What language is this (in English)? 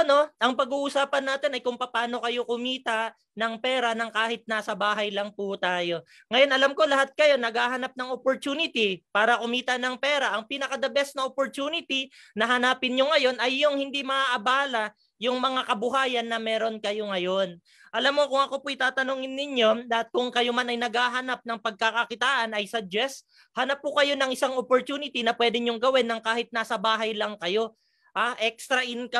Filipino